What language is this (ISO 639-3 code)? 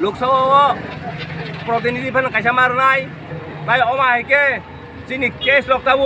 trp